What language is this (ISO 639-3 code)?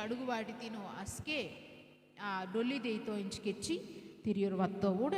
kff